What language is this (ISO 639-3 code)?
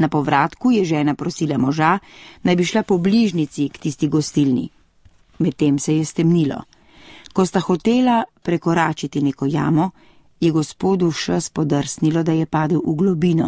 slv